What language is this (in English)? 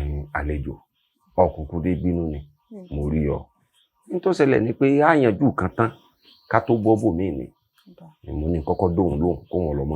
Yoruba